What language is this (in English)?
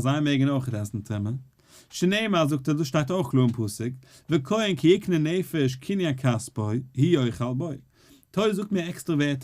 Yiddish